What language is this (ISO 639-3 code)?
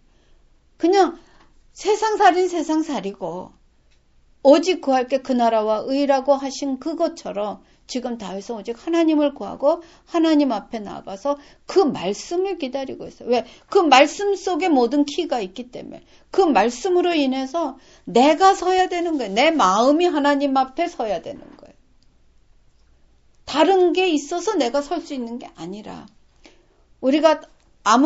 kor